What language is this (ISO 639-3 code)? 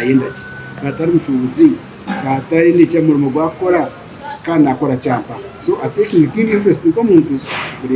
nyn